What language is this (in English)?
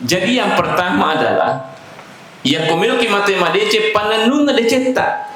Buginese